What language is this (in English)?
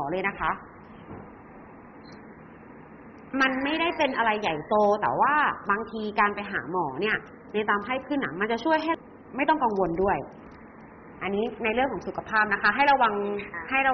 Thai